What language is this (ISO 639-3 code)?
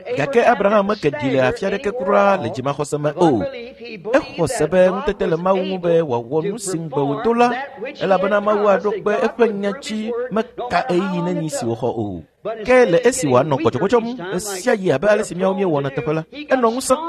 ewe